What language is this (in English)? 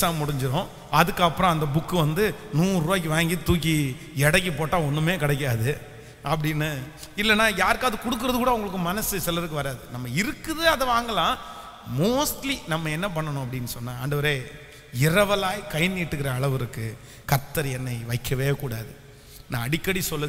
Tamil